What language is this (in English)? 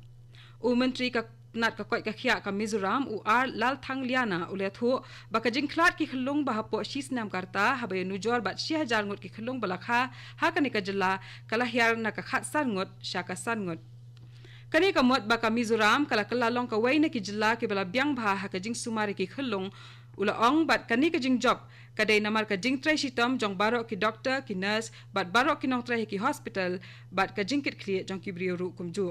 Khasi